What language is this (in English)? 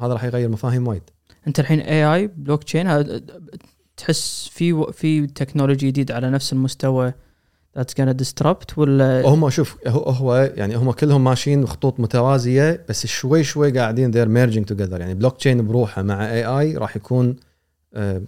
Gulf Arabic